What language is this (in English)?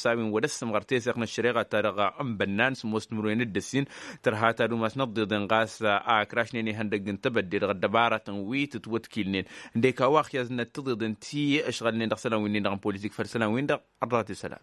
Tamasheq